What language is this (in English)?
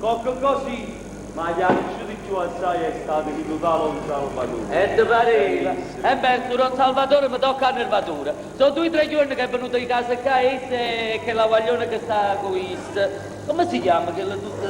Neapolitan